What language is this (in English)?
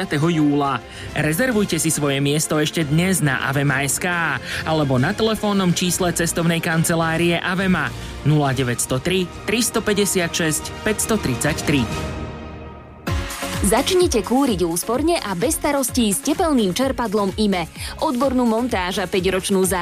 Slovak